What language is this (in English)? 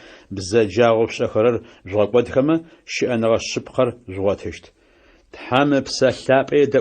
Adyghe